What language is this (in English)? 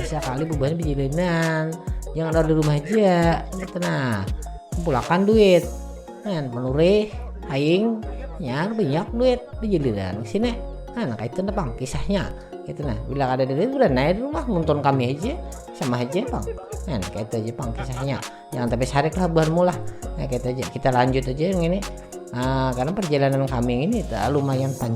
Banjar